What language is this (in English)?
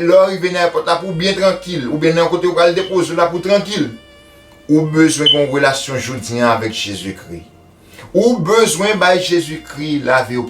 Haitian Creole